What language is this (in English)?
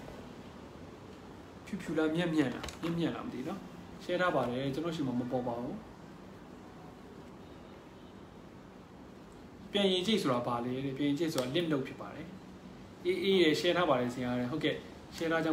Burmese